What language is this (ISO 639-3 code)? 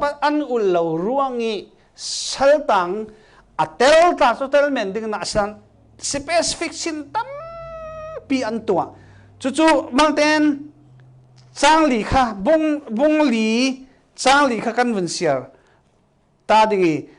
cfm